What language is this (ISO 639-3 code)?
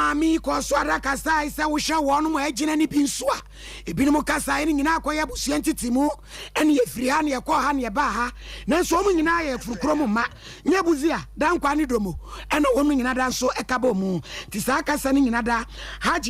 aka